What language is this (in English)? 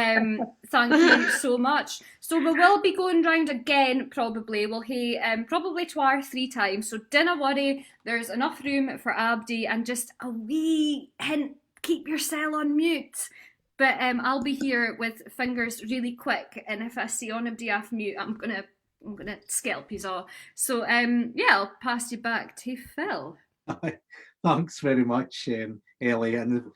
Scots